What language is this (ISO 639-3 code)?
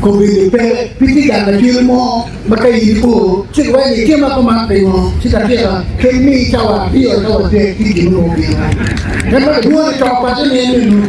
ach